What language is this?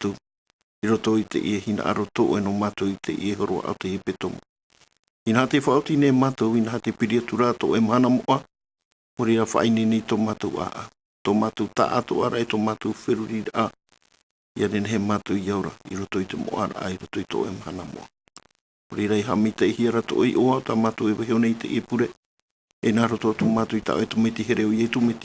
Tahitian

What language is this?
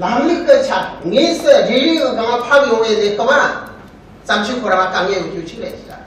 Tibetan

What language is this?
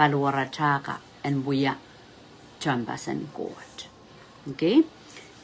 Pohnpeian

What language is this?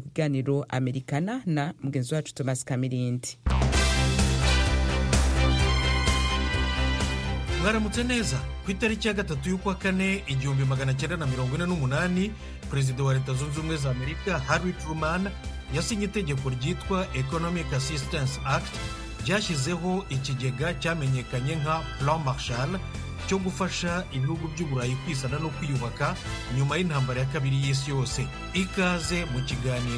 Kinyarwanda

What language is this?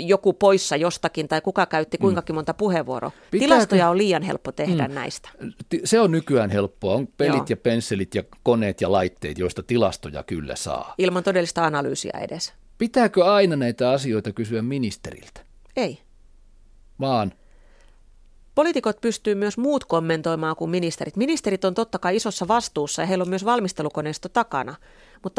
Finnish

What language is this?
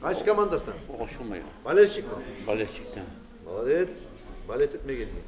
Kumyk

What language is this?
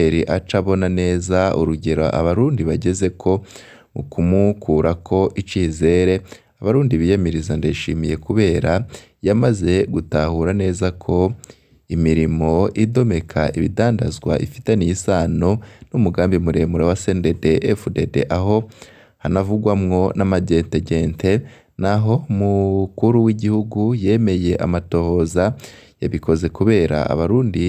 Rundi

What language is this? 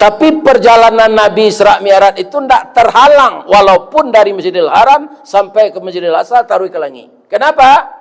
Minangkabau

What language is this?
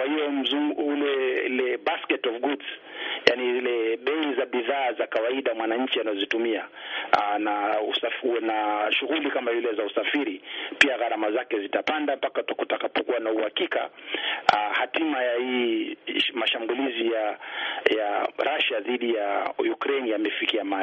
Swahili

